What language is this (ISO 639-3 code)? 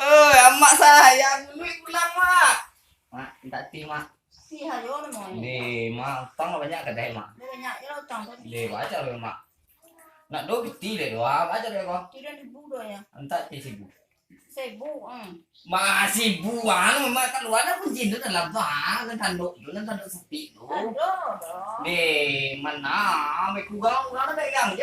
min